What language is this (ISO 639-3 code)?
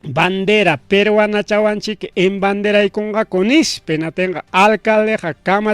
quy